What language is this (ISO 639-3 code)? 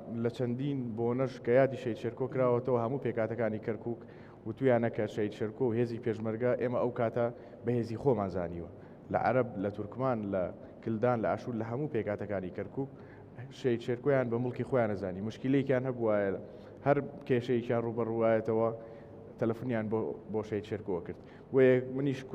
ckb